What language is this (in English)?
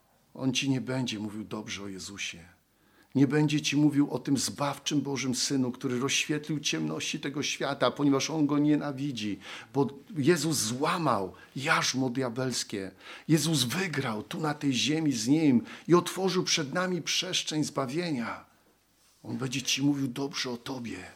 Polish